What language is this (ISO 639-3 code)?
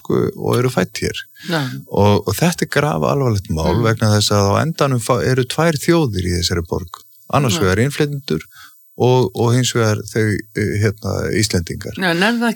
isl